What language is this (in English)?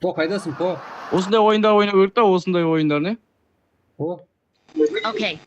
Kara-Kalpak